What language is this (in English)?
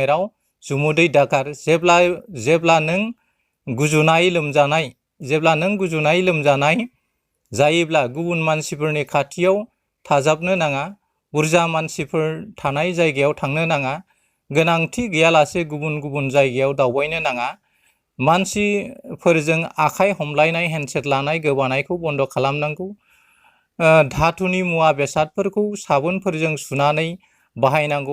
Bodo